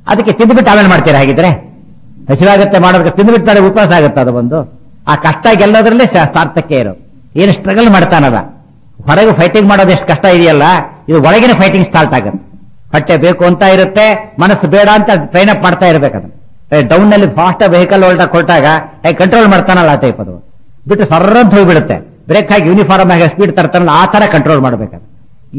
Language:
Kannada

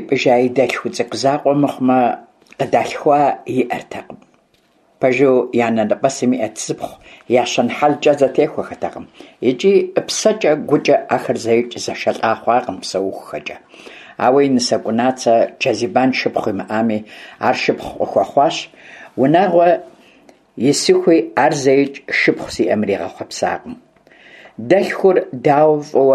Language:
Kabardian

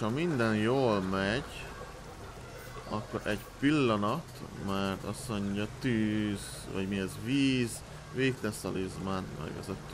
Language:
Hungarian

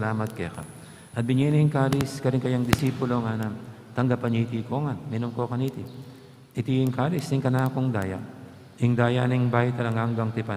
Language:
Pampanga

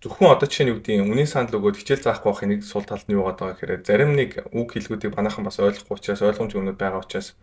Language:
Mongolian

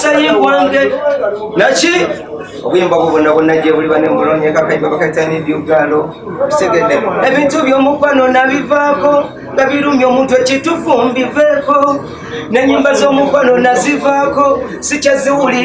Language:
Ganda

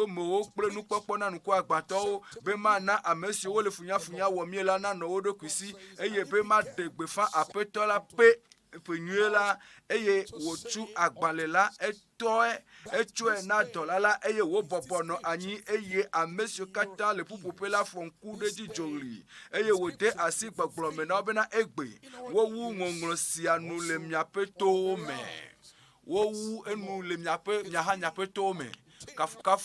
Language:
Ewe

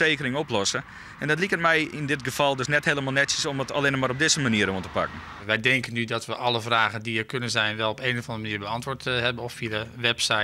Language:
Western Frisian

